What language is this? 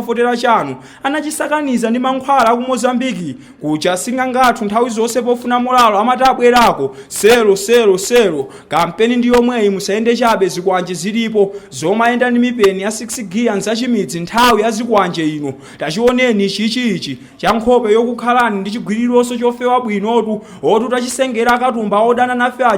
Nyanja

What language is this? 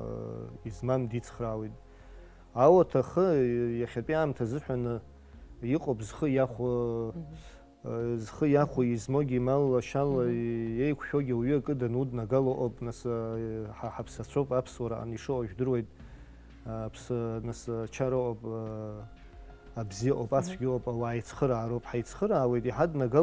Abkhazian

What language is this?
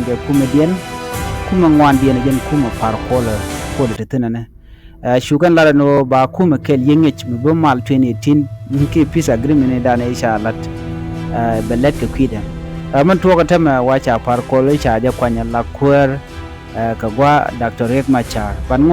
Nuer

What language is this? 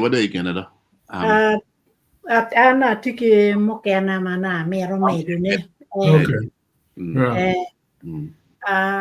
Acoli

